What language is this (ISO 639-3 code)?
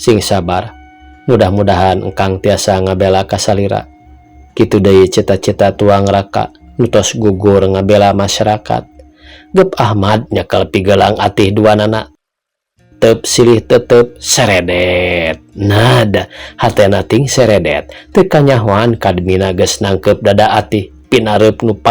sun